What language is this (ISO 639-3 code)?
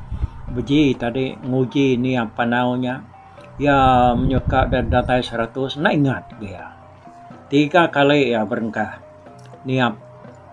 iba